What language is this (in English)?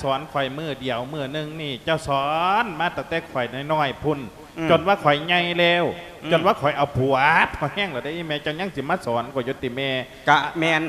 Lao